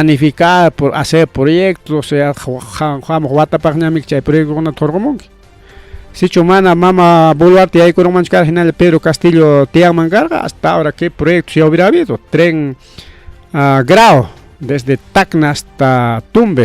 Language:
Ayacucho Quechua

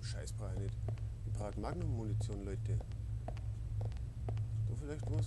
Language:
Bavarian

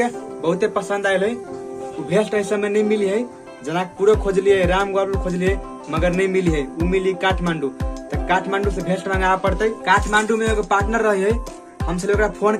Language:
Maithili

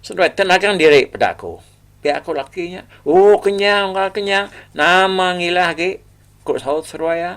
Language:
Iban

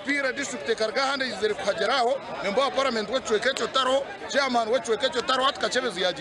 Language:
Nyankole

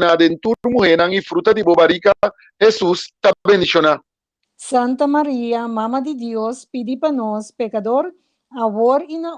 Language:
Papiamento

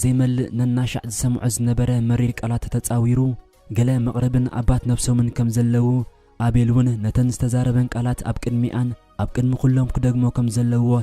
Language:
Tigrinya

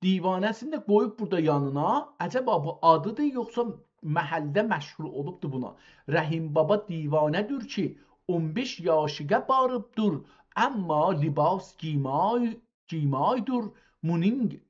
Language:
South Azerbaijani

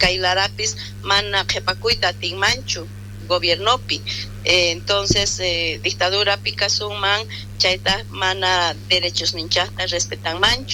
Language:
South Bolivian Quechua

